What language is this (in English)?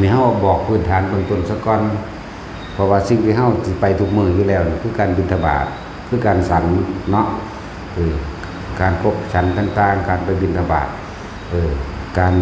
Northeastern Thai